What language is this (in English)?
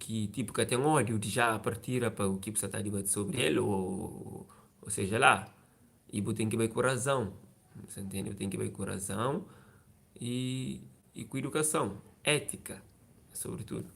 Kabuverdianu